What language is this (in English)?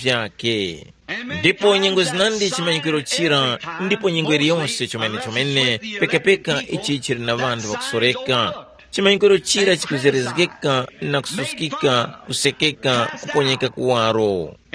Tumbuka